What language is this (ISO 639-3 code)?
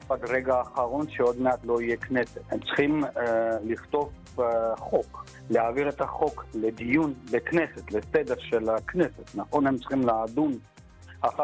heb